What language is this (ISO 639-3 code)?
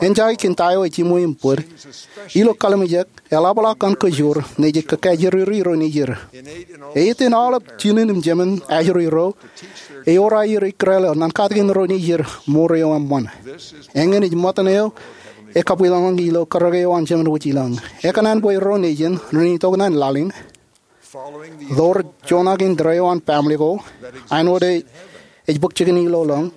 mah